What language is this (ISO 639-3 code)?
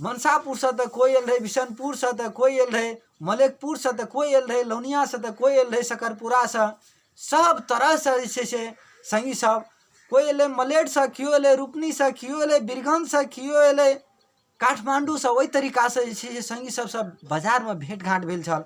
mai